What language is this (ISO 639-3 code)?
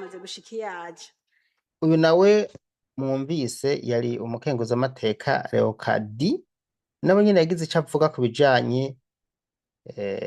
run